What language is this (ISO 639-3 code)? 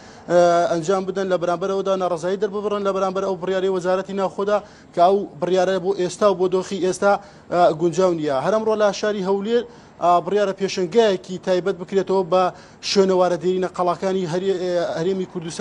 ckb